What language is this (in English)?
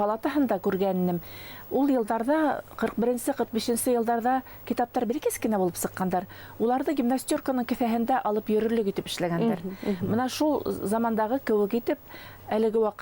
Bashkir